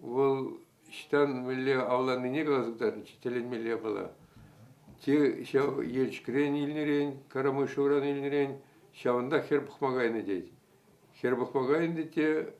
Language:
Chuvash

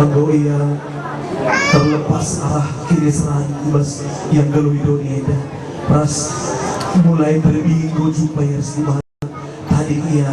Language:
Batak Karo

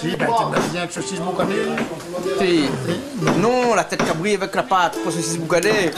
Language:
Réunion Creole French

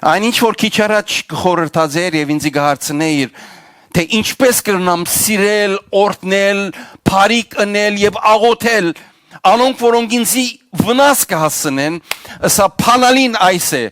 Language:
Western Armenian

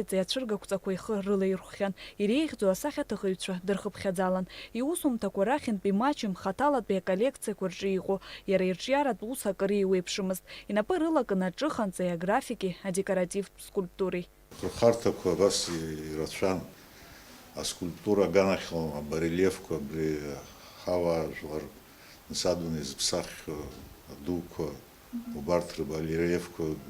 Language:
Abkhazian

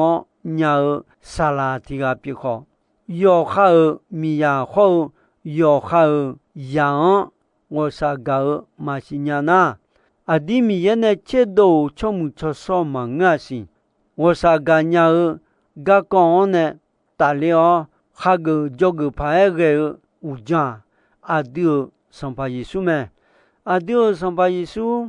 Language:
Akha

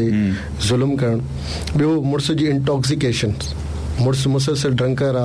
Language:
Sindhi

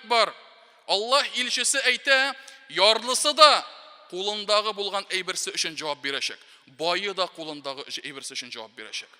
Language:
Tatar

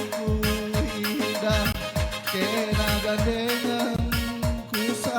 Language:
Batak Karo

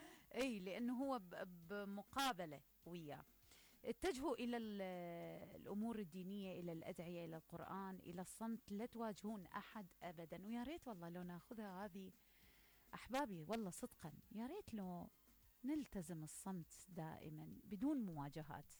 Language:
Mesopotamian Arabic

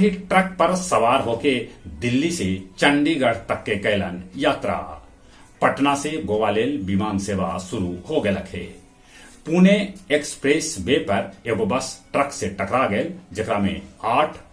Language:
Magahi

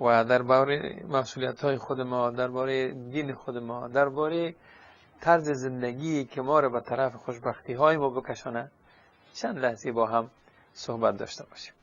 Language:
Persian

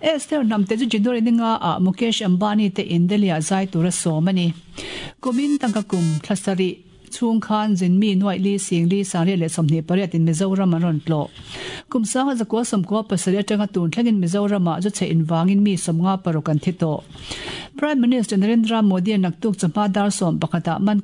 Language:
Mizo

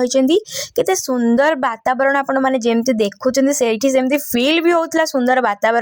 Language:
Odia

